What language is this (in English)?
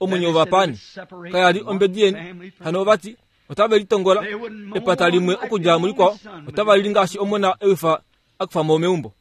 Kuanyama